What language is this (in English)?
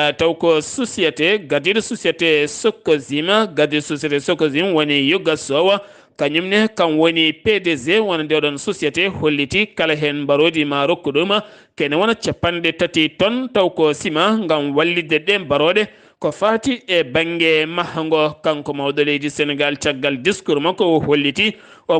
Fula